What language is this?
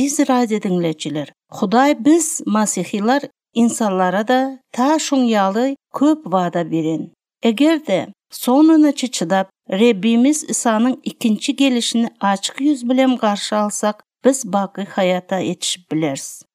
Turkmen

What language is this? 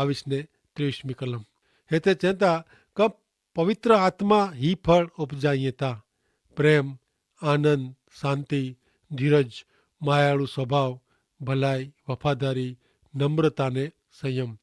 Kachhi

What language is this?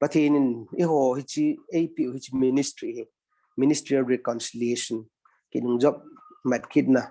Thado Chin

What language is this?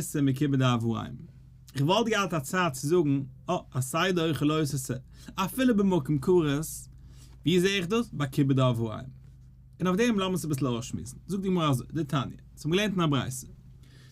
Yiddish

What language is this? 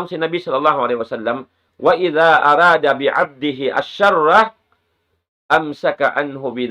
Tausug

